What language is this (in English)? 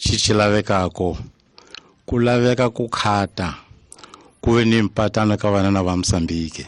Tsonga